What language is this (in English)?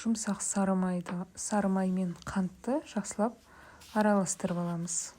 Kazakh